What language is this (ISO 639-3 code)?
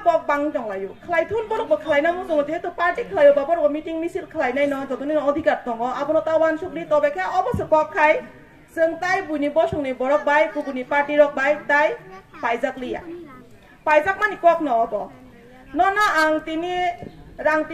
trp